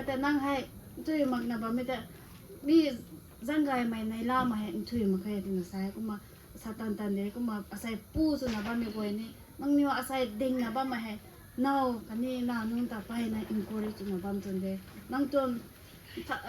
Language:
Rongmei Naga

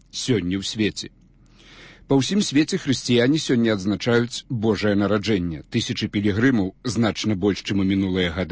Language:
Belarusian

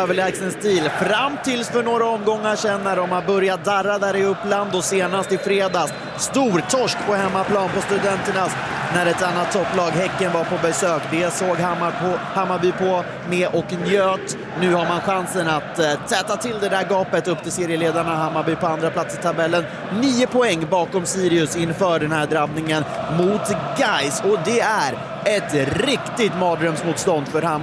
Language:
Swedish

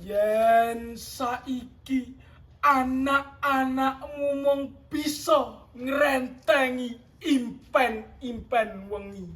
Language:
Javanese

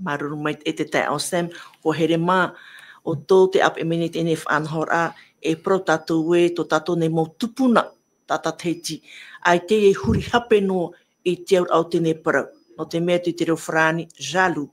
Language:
Tahitian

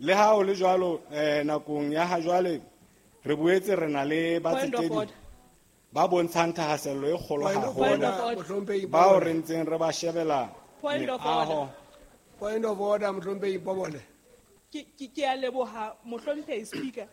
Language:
Southern Sotho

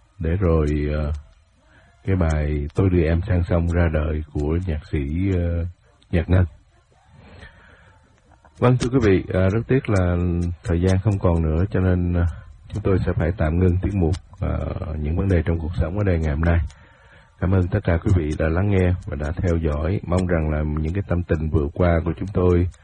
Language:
Vietnamese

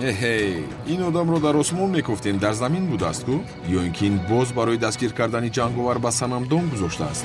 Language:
Tajik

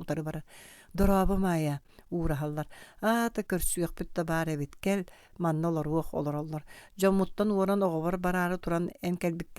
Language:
Yakut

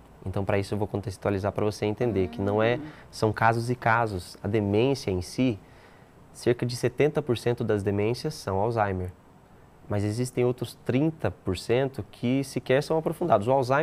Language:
Portuguese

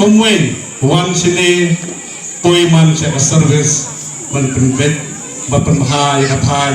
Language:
Khasi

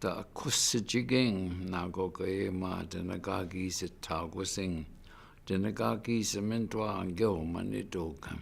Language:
Chippewa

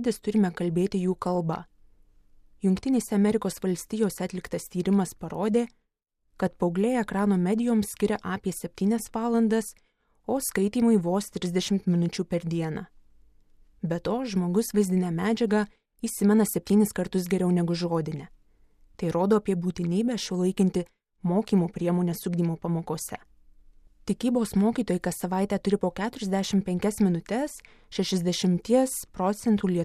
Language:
Lithuanian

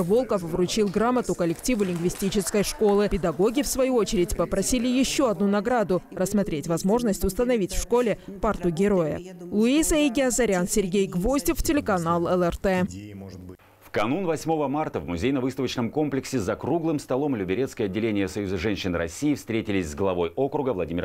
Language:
Russian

